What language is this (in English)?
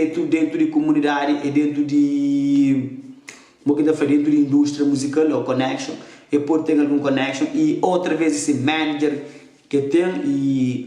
Kabuverdianu